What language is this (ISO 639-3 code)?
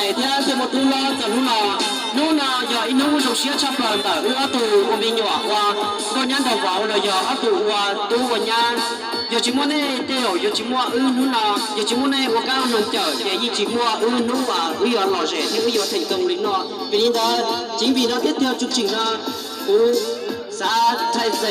hmn